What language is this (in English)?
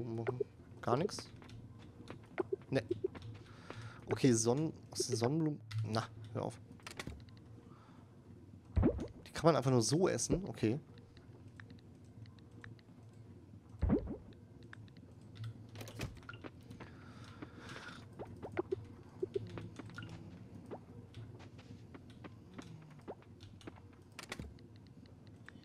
German